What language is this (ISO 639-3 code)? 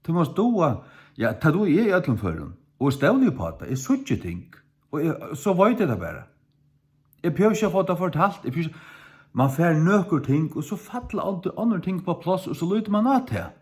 fao